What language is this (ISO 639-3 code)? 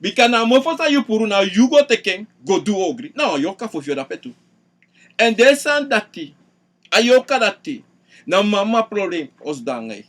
srn